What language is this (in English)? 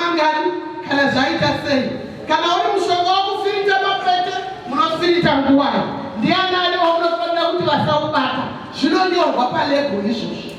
Shona